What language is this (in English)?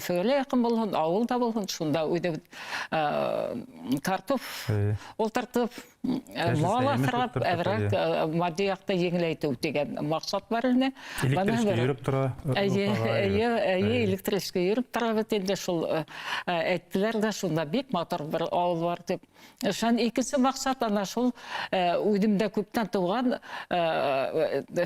Bashkir